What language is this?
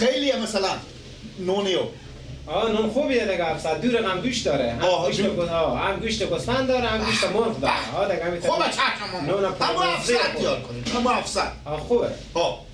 Persian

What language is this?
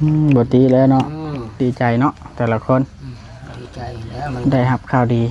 Northeastern Thai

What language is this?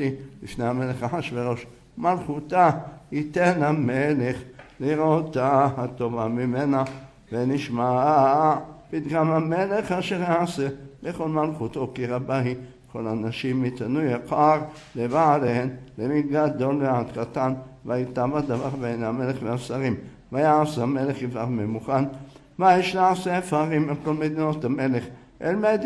Hebrew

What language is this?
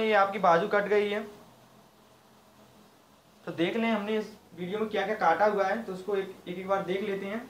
Hindi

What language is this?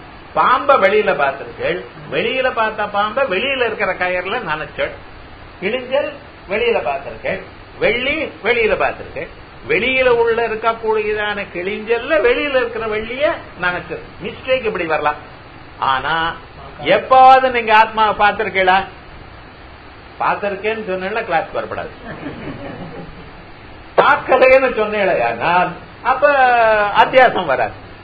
Tamil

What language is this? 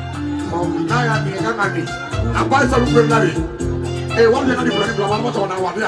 Bambara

